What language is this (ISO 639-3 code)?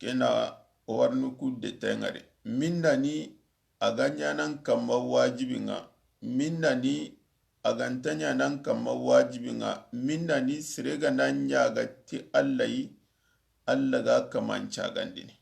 snk